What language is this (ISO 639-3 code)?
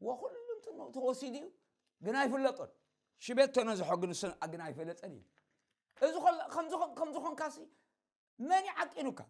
tir